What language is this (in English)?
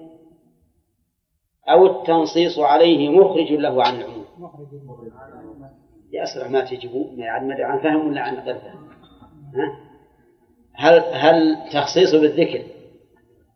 Arabic